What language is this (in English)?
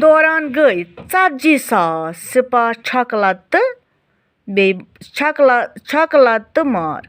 Kashmiri